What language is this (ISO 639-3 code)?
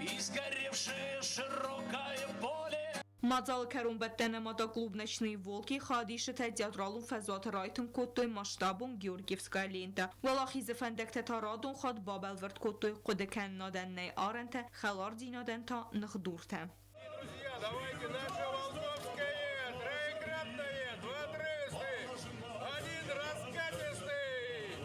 oss